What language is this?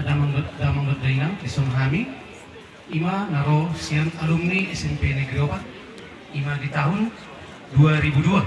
Batak Toba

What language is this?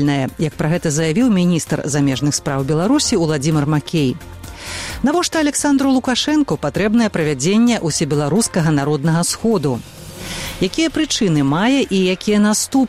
Belarusian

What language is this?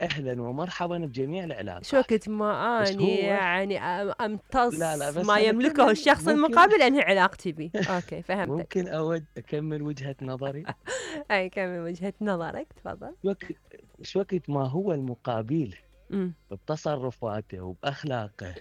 Mesopotamian Arabic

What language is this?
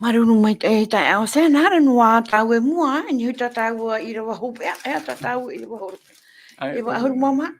Tahitian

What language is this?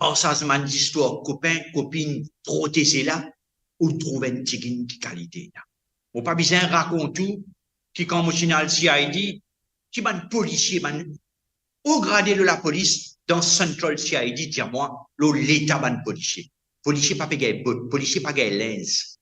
Morisyen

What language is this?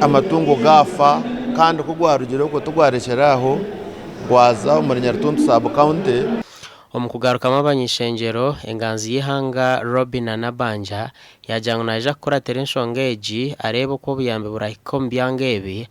Nyankole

